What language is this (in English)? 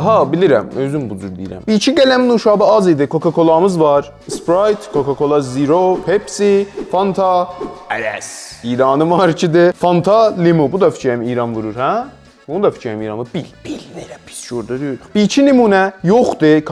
South Azerbaijani